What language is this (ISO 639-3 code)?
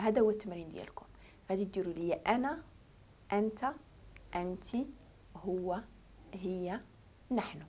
ary